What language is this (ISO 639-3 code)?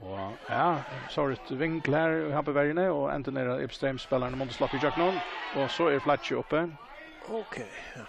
fao